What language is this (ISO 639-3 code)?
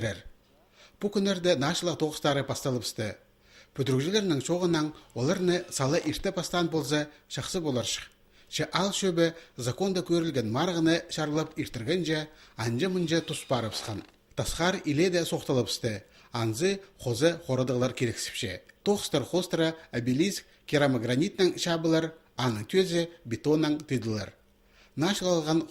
kjh